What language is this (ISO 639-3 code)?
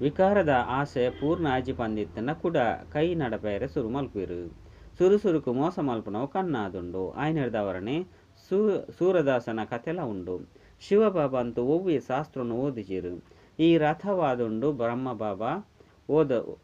tcy